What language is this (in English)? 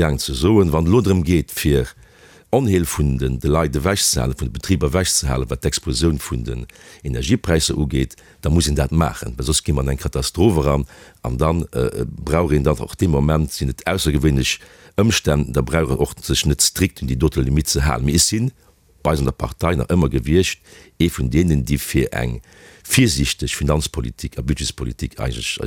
Luxembourgish